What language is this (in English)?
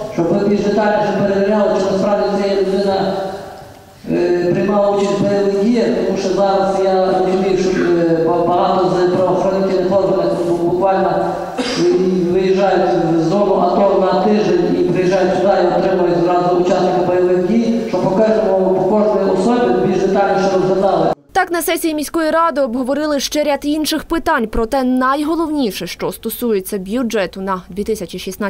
Ukrainian